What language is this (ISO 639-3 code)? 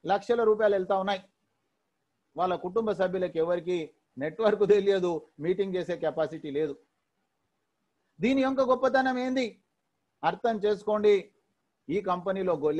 tel